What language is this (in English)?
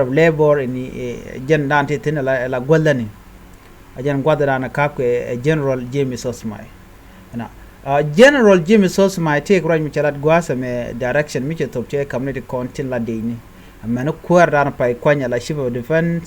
Nuer